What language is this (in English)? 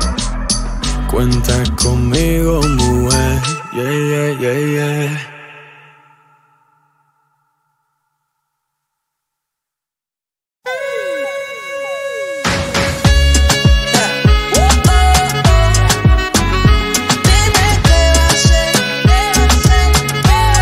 Spanish